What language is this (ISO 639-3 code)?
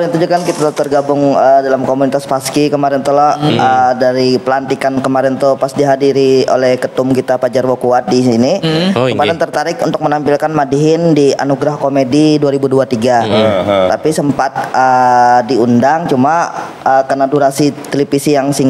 bjn